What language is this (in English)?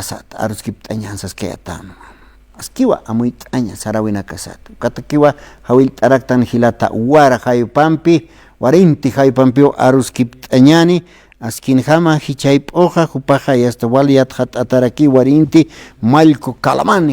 Aymara